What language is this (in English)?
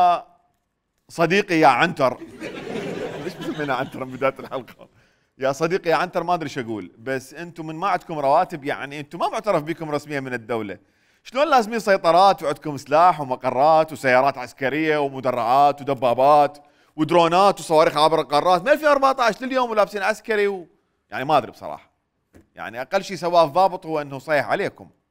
Mesopotamian Arabic